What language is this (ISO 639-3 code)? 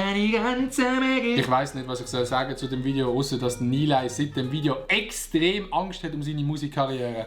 gsw